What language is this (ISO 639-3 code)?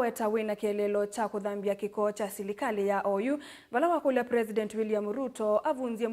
kam